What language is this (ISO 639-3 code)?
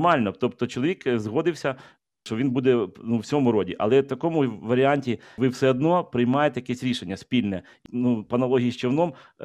ukr